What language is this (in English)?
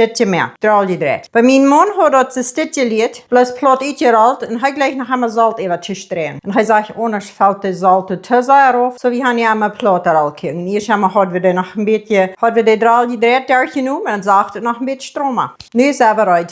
Plautdietsch